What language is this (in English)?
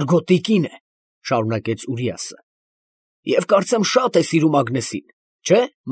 Armenian